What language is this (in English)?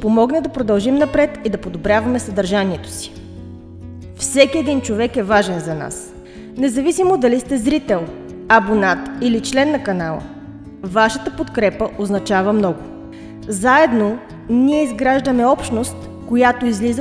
Bulgarian